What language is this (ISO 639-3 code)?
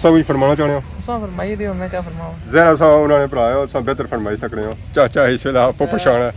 phr